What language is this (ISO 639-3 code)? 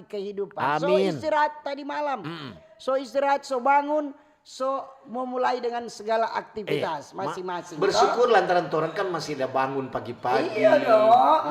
xmm